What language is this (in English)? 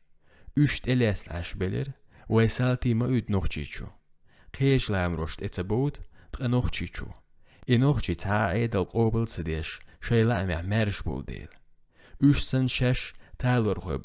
Chechen